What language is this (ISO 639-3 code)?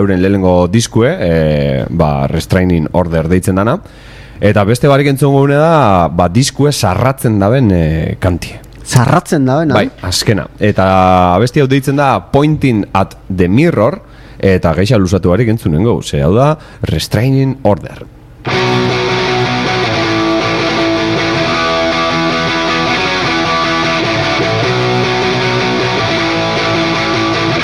eus